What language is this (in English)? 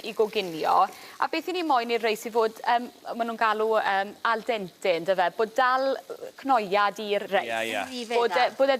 Welsh